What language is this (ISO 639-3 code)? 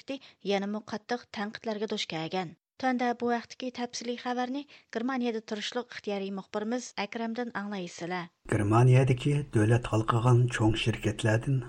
uig